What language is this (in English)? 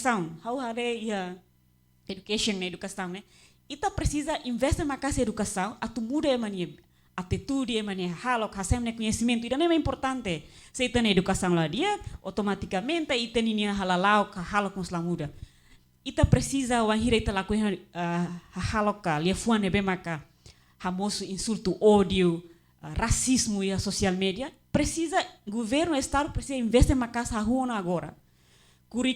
Tetum